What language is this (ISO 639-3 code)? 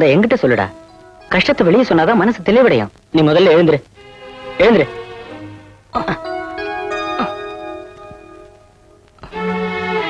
tam